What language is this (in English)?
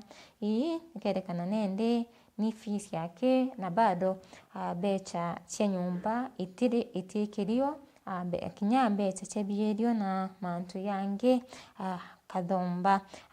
Meru